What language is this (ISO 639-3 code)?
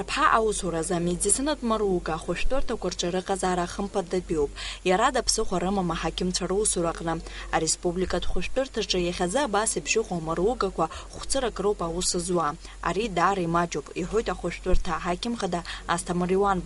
abk